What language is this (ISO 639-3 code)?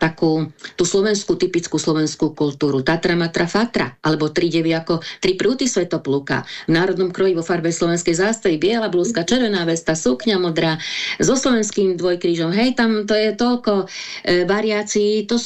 slk